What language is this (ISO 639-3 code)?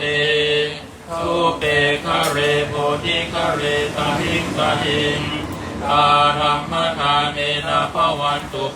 pli